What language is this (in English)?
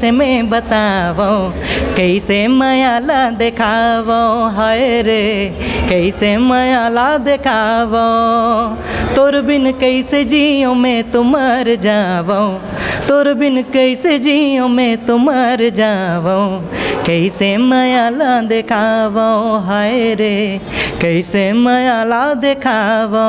Chhattisgarhi